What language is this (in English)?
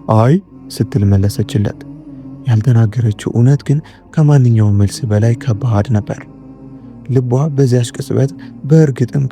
Amharic